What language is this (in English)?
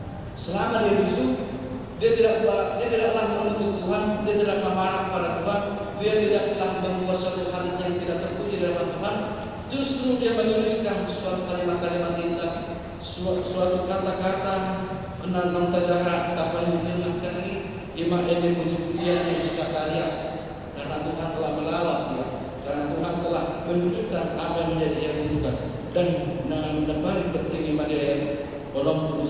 Batak Toba